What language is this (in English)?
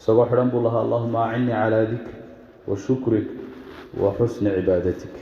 Somali